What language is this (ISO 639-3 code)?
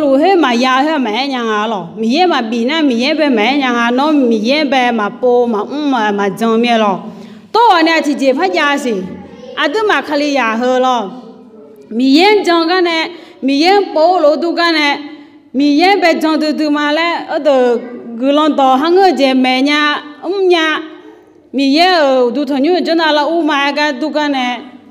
ahk